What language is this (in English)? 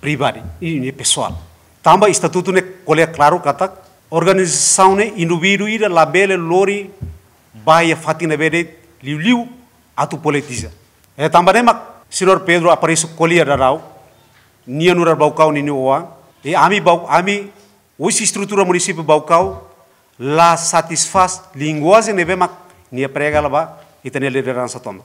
Tetum